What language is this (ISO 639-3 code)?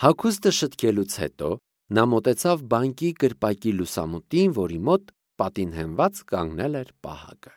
hye